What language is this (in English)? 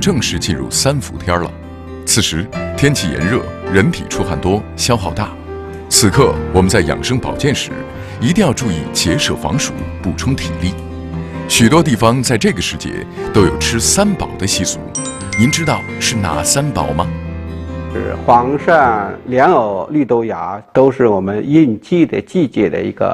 Chinese